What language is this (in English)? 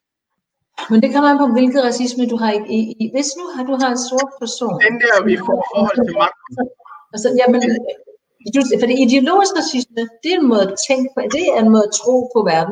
Danish